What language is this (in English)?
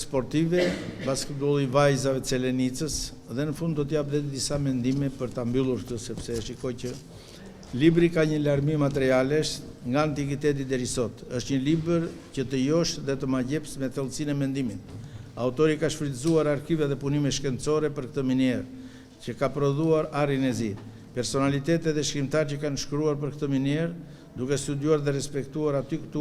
Albanian